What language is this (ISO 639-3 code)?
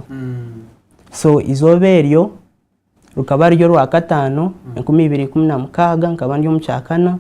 nyn